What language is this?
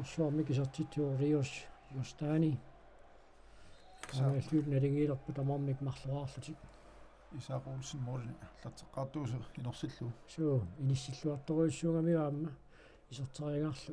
Kalaallisut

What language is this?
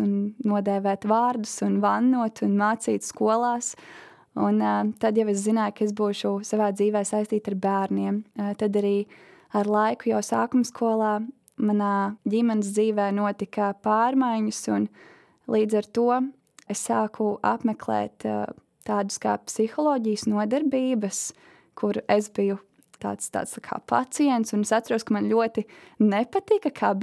Latvian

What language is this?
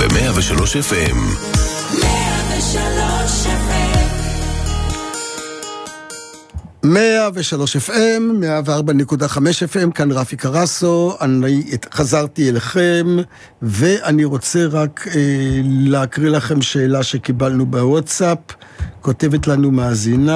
Hebrew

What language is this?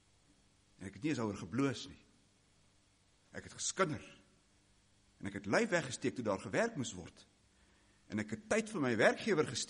Afrikaans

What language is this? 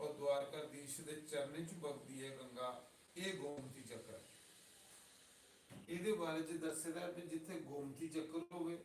Dogri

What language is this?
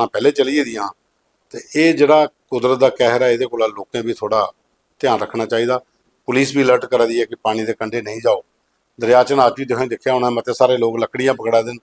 Dogri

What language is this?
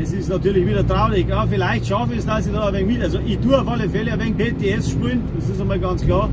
Bavarian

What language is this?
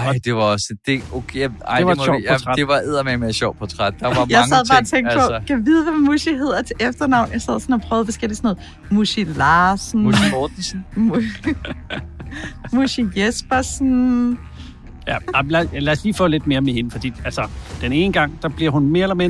Danish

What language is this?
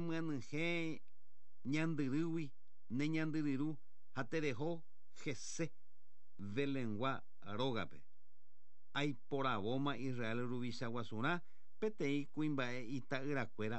Guarani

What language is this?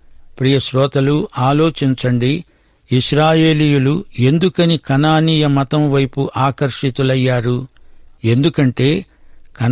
Telugu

